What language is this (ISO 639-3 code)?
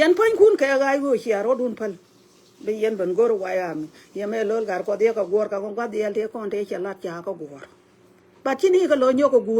nus